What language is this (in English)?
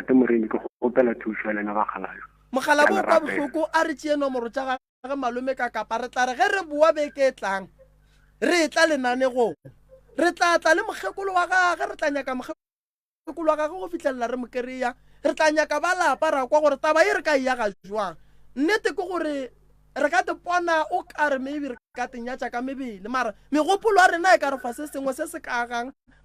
Northern Sotho